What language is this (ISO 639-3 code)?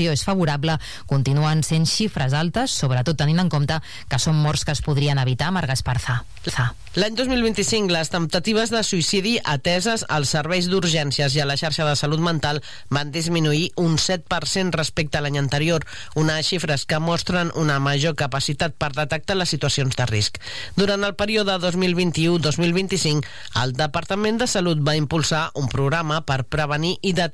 cat